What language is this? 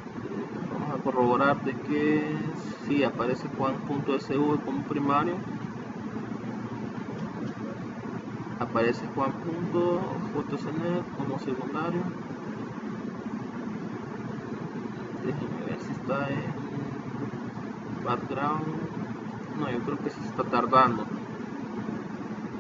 Spanish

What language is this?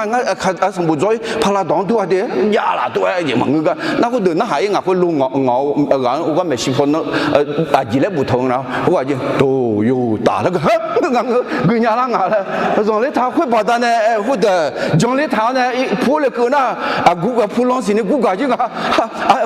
Akha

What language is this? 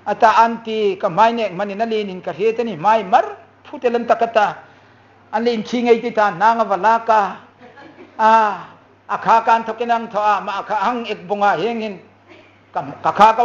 Hmar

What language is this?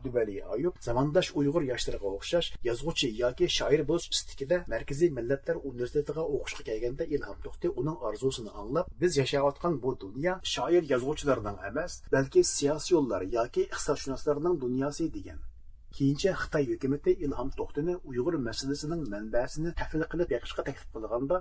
Uyghur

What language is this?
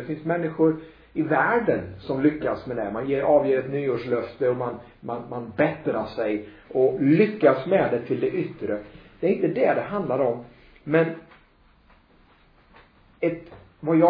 Swedish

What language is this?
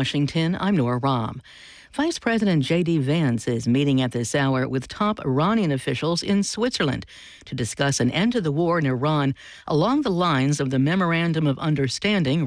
English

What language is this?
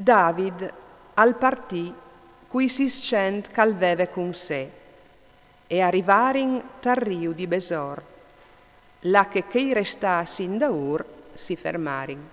Friulian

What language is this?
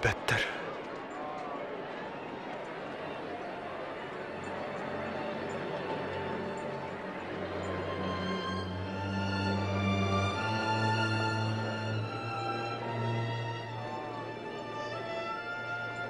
Yakut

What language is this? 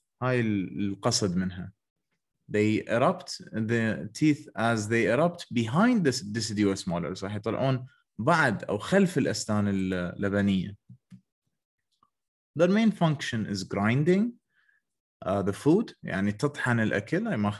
Mesopotamian Arabic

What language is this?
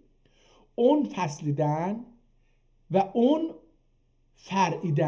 South Azerbaijani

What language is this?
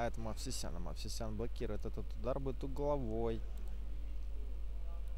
Russian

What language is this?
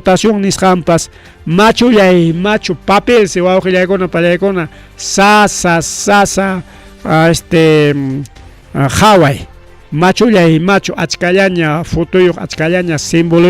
Ayacucho Quechua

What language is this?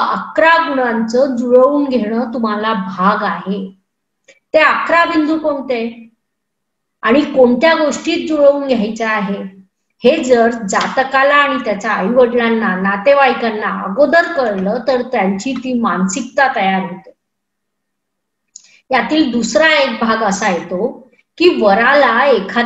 Marathi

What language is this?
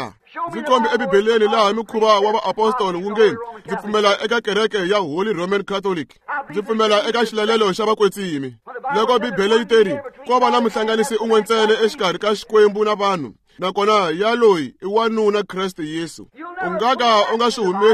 Tsonga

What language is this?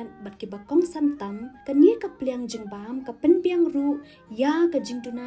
Khasi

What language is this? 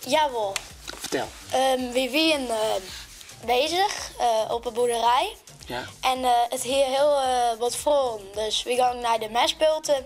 Western Frisian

